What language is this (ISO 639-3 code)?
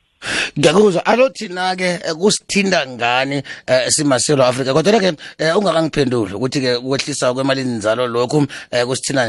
nbl